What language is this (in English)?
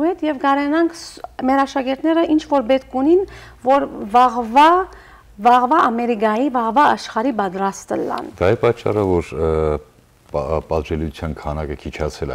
Western Armenian